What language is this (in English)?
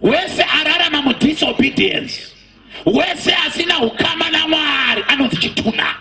Shona